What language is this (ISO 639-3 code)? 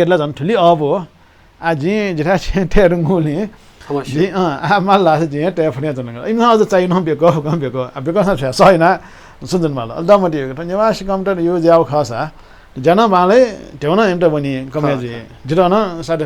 new